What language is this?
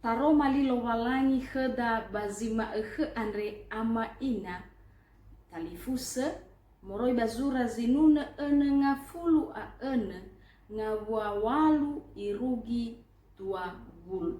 Nias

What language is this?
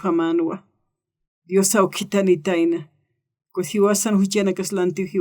Aymara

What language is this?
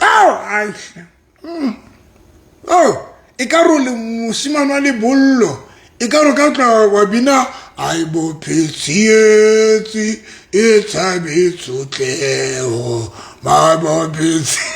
Southern Sotho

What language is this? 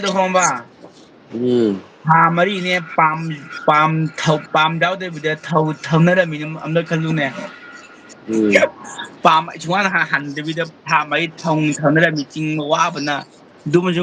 Manipuri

